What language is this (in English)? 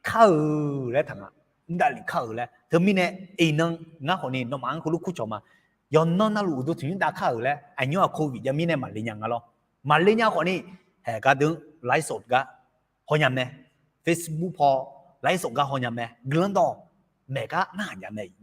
Akha